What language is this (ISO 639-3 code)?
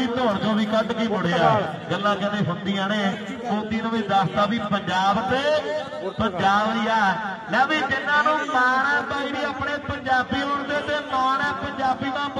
pan